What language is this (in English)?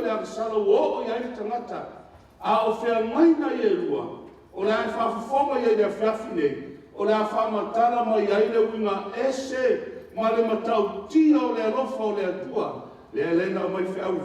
Samoan